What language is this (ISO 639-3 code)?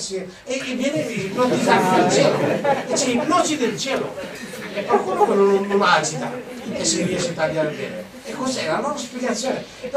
ita